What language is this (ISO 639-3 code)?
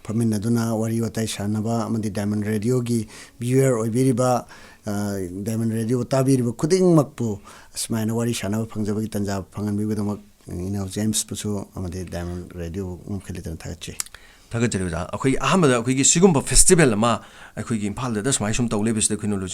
mni